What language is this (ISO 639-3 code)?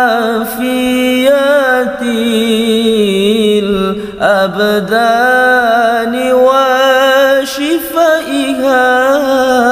ara